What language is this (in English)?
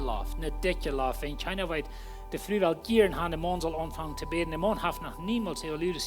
Plautdietsch